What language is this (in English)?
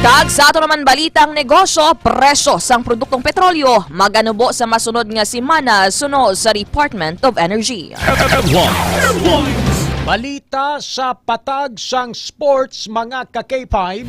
Hiligaynon